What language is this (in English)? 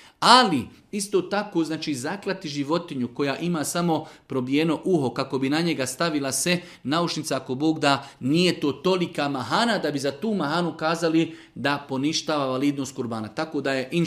Bosnian